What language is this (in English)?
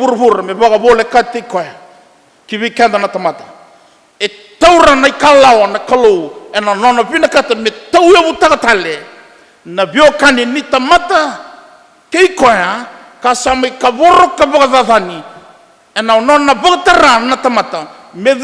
Fijian